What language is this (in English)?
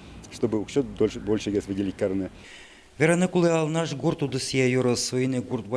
Udmurt